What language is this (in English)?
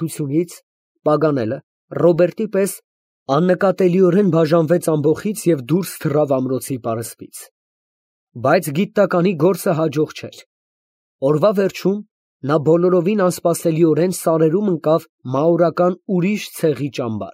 Armenian